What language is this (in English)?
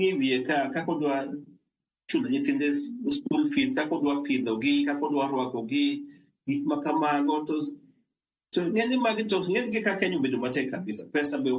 Luo (Kenya and Tanzania)